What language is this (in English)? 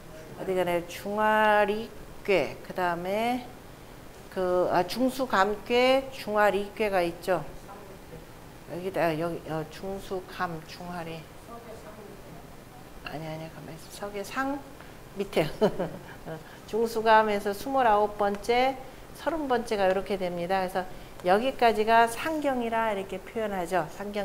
Korean